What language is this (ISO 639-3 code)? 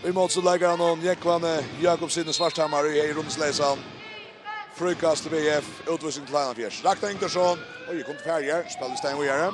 fao